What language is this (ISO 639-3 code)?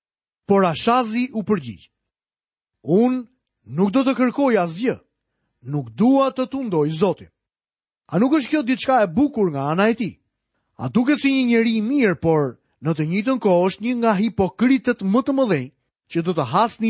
sqi